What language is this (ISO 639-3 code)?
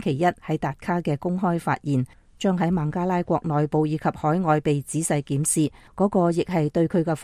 yue